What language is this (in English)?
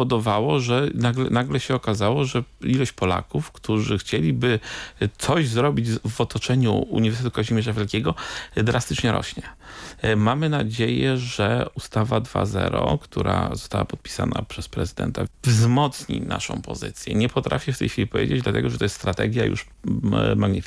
Polish